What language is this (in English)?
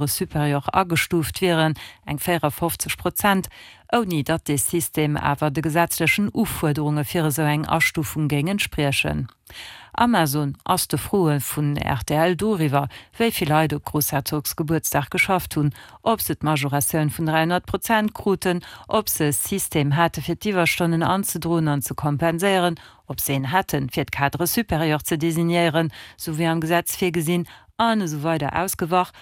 Luxembourgish